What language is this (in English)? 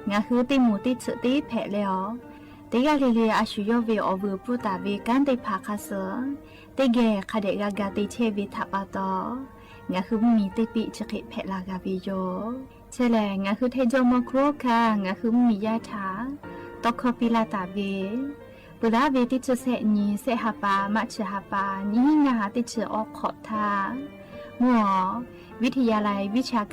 Lahu